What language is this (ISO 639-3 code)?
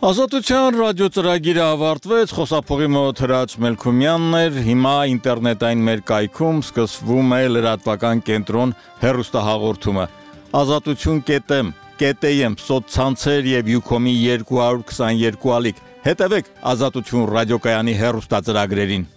hye